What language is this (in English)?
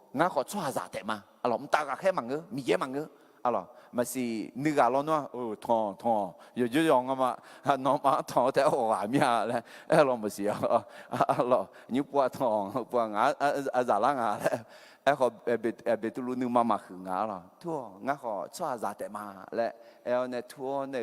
Akha